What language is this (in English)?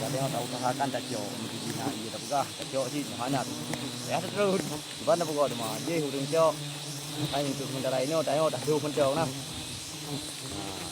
Achinese